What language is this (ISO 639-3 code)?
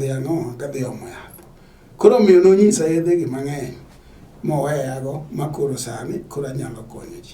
luo